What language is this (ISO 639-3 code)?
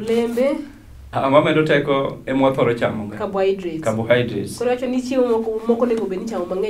luo